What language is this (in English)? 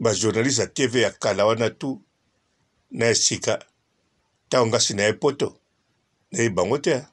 Lingala